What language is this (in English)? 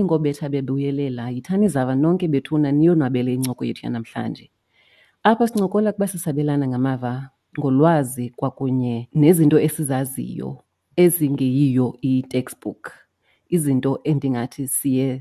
Xhosa